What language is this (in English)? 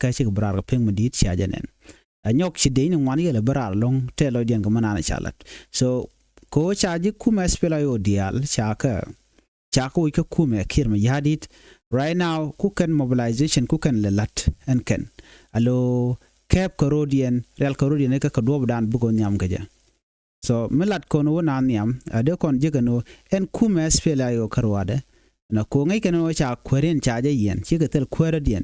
Nuer